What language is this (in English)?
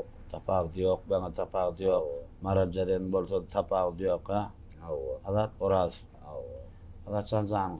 Turkmen